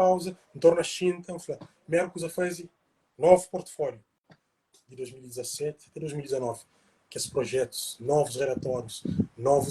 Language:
Kabuverdianu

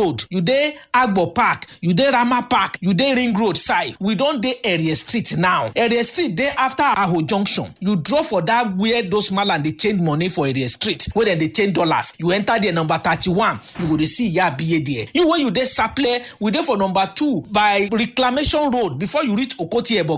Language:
Nigerian Pidgin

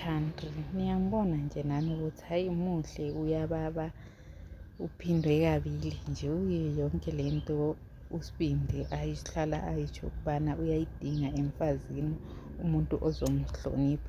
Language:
Zulu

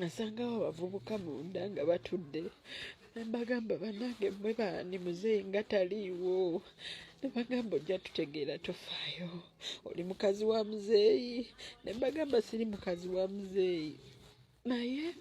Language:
Ganda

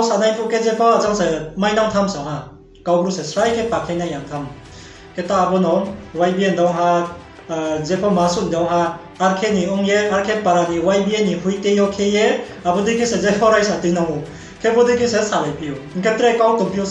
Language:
Riang (India)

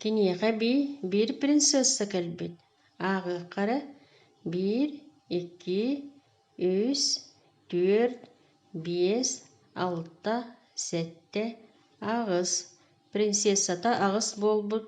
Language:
Yakut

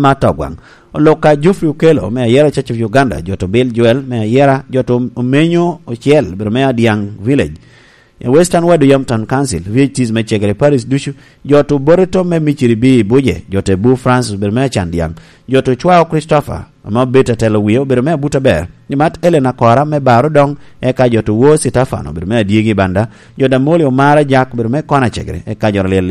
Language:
Lango (Uganda)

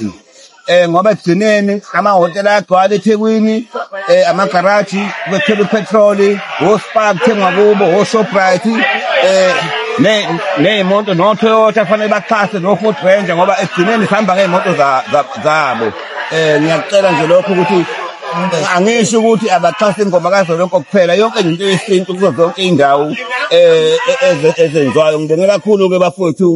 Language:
Zulu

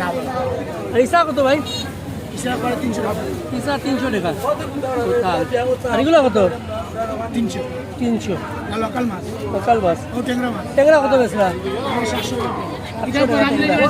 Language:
Sylheti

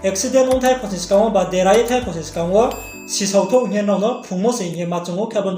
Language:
Riang (India)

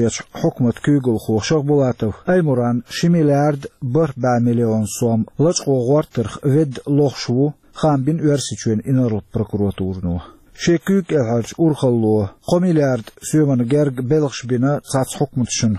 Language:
Chechen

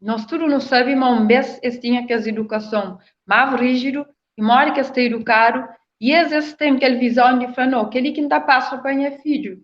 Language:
Kabuverdianu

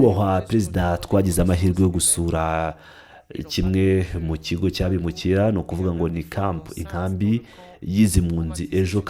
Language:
Kinyarwanda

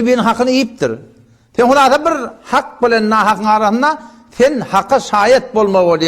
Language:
Turkmen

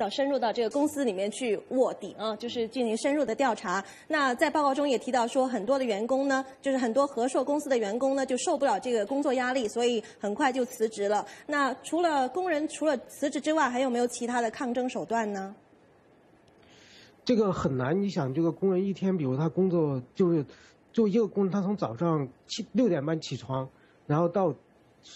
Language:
Chinese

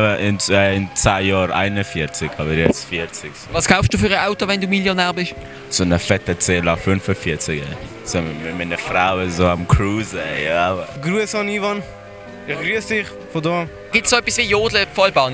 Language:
Swiss German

